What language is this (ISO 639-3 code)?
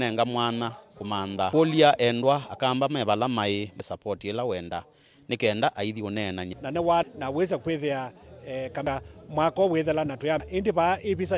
kam